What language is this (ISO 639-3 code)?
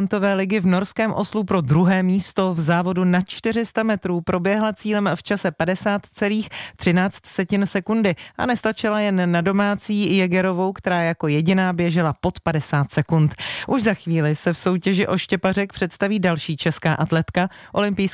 ces